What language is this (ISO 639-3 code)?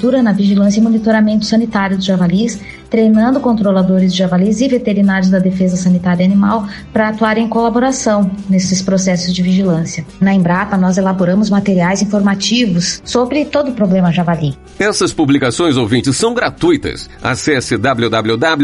por